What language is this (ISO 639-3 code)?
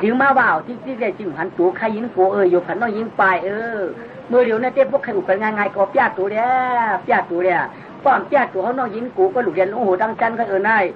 shn